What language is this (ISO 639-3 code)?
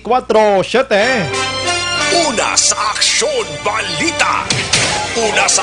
hil